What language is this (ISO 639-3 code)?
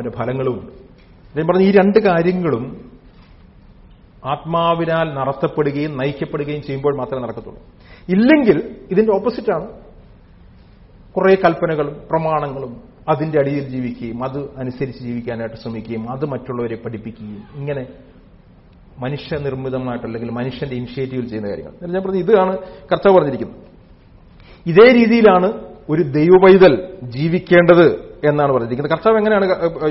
mal